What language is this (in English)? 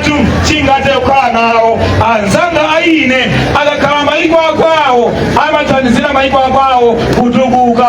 Nyanja